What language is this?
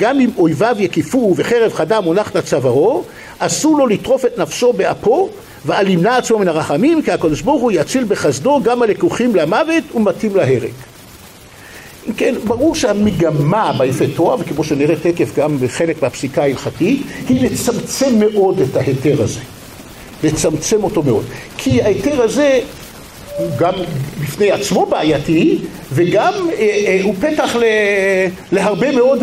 Hebrew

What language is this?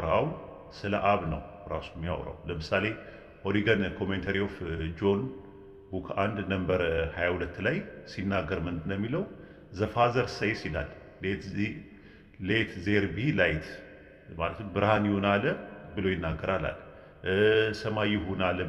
Amharic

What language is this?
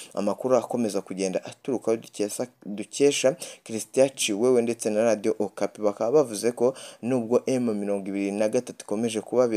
Rundi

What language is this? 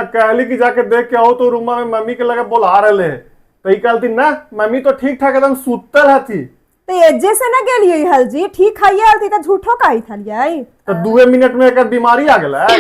Magahi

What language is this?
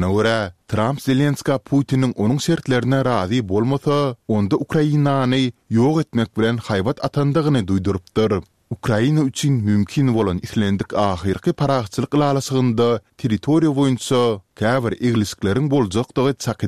Turkmen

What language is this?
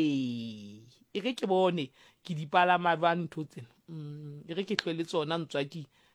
Southern Sotho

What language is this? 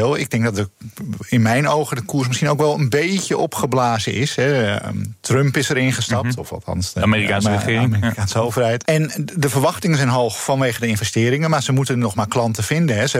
Dutch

